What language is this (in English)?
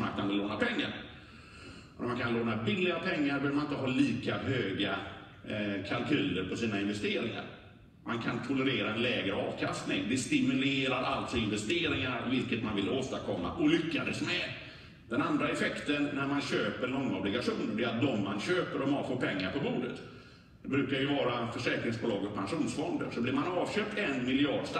Swedish